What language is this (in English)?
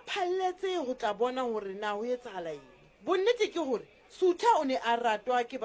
Southern Sotho